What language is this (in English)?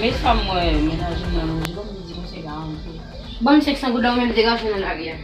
Haitian Creole